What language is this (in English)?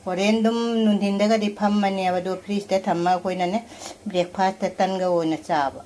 Manipuri